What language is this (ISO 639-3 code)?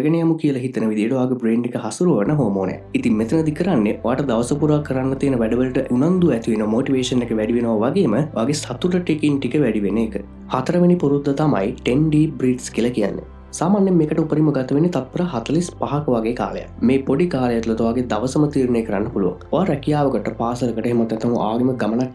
sin